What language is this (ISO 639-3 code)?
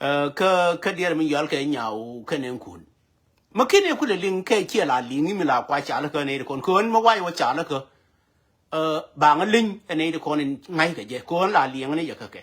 nus